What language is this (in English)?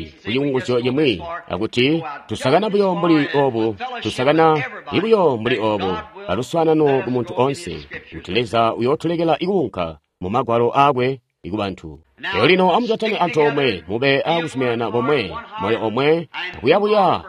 Tonga (Zambia)